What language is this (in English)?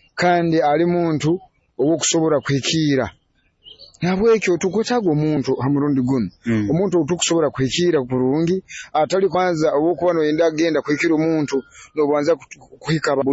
Nyoro